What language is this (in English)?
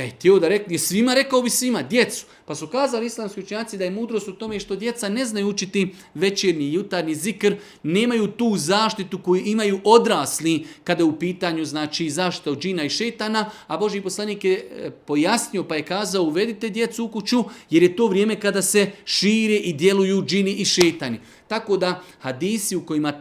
Bosnian